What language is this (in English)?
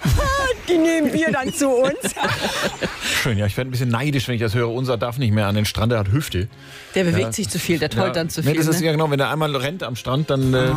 German